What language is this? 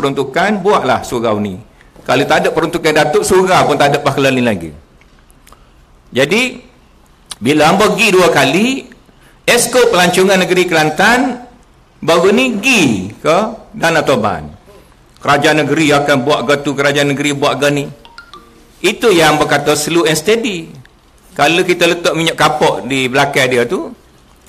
Malay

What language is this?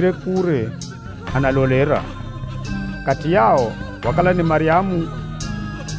Swahili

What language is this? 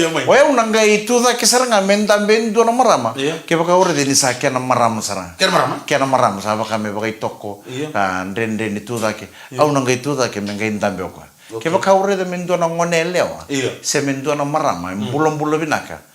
Fijian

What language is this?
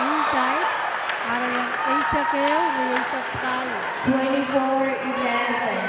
Pohnpeian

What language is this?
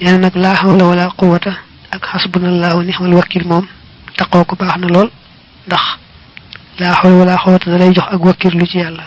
Wolof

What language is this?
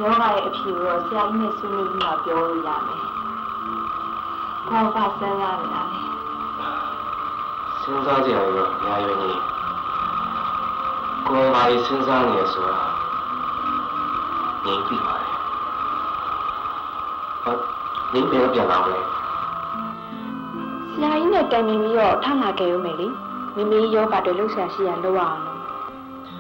Burmese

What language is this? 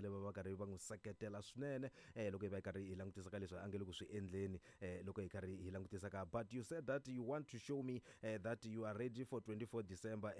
Tsonga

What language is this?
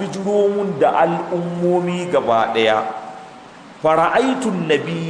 Hausa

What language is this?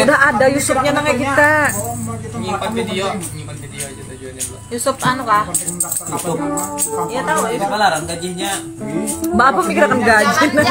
Banjar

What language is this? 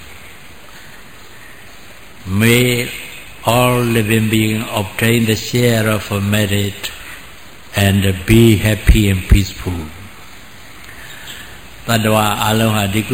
Burmese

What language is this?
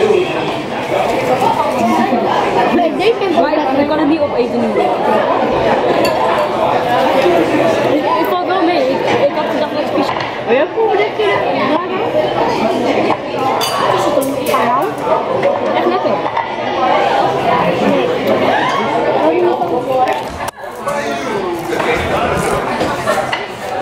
Dutch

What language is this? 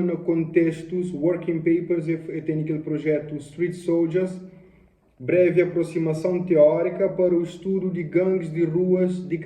Kabuverdianu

